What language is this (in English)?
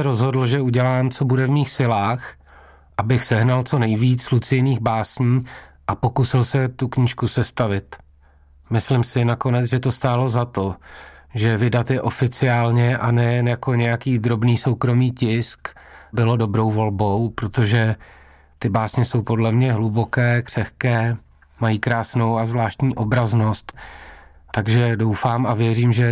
Czech